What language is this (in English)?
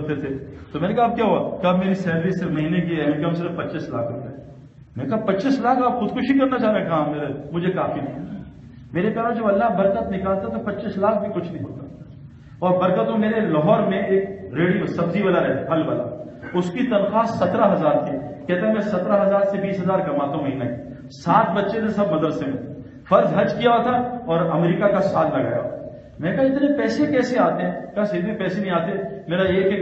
Urdu